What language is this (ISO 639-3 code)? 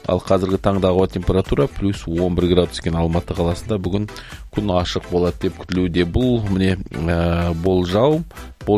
kaz